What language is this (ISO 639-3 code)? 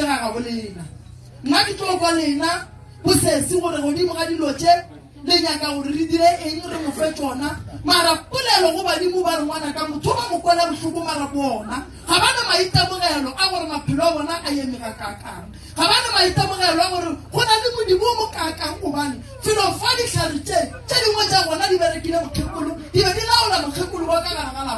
nso